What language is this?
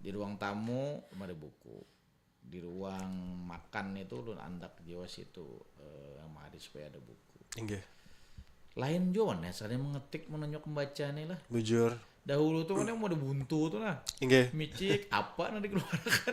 Banjar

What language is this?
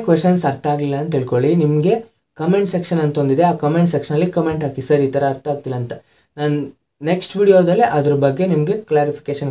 Kannada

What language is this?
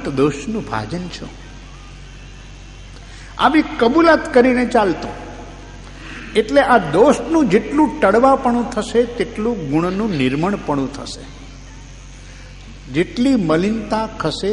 Gujarati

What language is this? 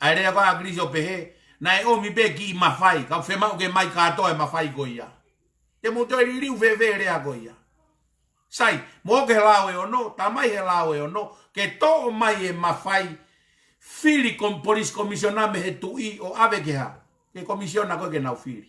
Tongan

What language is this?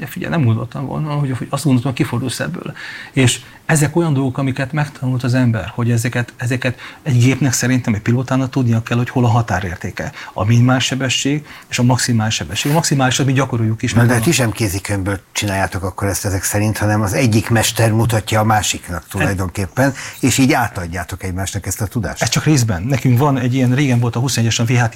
Hungarian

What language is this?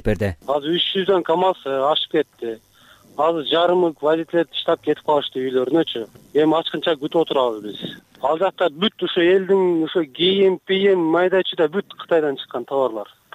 Kyrgyz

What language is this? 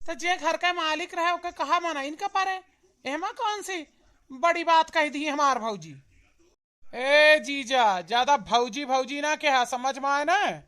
Awadhi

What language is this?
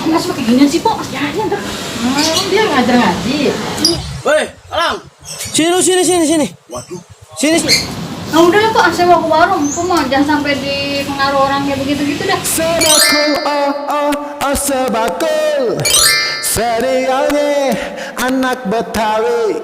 Betawi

